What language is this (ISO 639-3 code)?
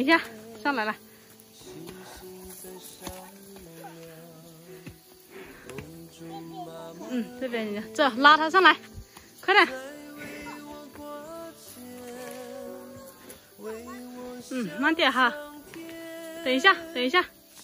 zho